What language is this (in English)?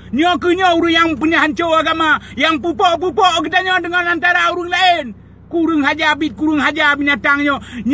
Achinese